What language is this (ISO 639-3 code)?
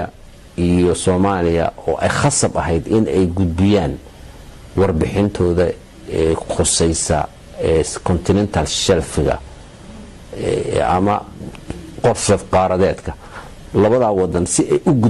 som